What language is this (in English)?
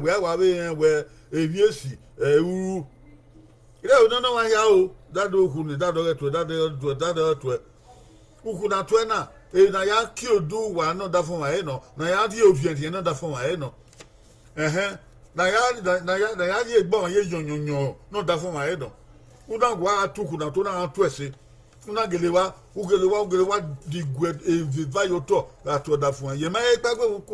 Bini